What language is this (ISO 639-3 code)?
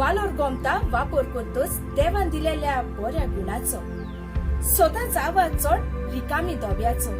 kok